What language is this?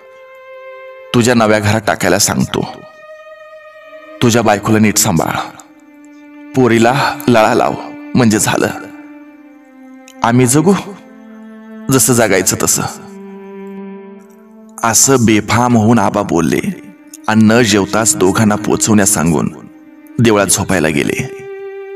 Marathi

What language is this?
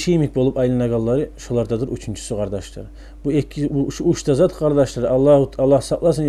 Kumyk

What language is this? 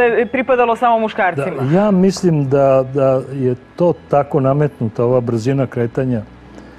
Serbian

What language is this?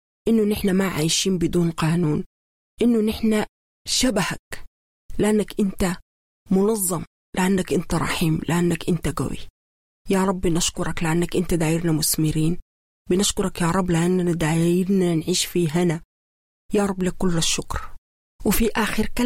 Sudanese Arabic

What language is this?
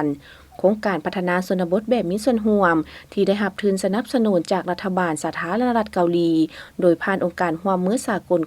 Lao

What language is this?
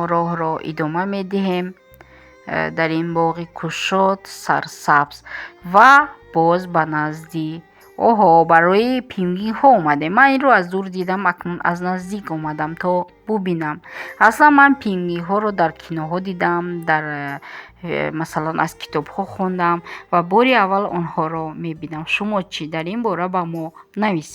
Tajik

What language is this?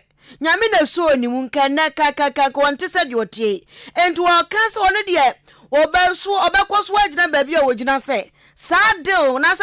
Akan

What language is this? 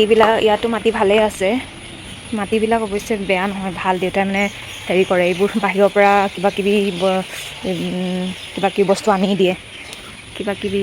Assamese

